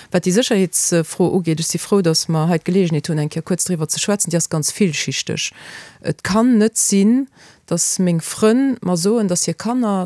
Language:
Luxembourgish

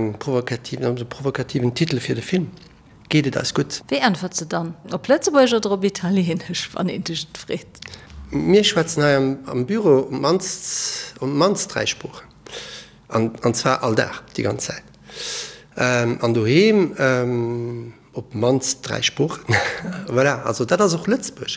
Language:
Luxembourgish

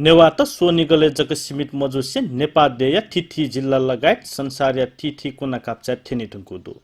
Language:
Newari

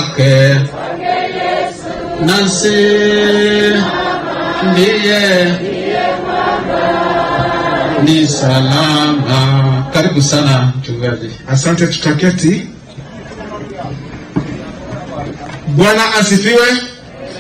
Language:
Swahili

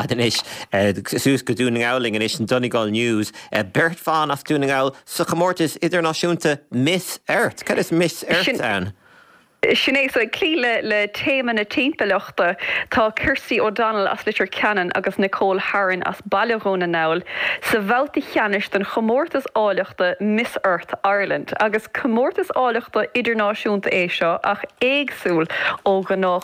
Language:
Irish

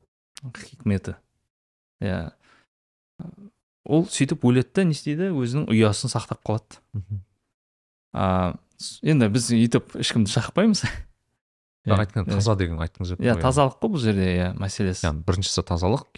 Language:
Kazakh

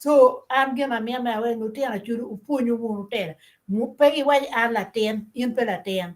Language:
Acoli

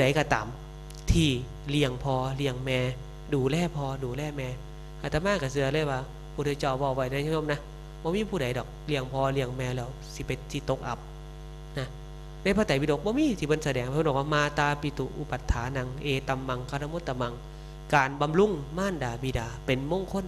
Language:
Northeastern Thai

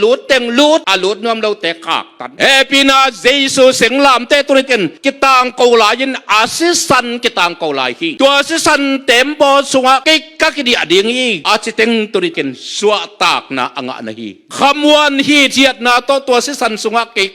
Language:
Tedim Chin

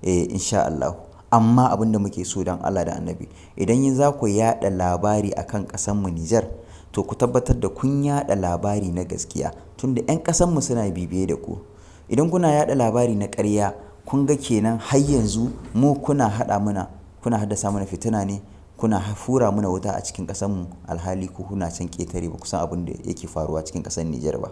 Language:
Hausa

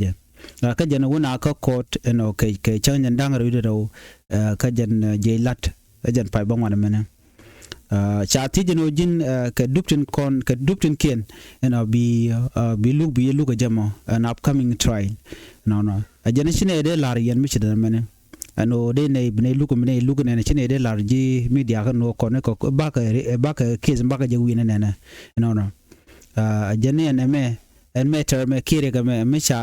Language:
Nuer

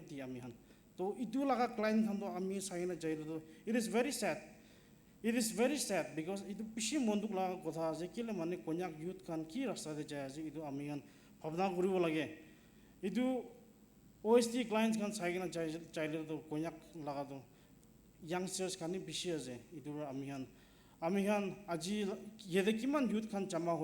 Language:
Naga Pidgin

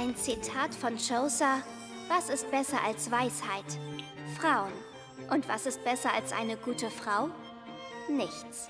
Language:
Swiss German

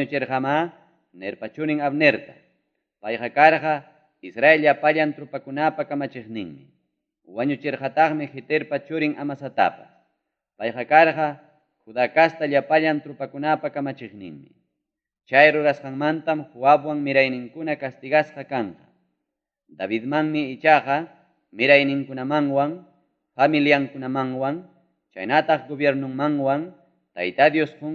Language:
Ayacucho Quechua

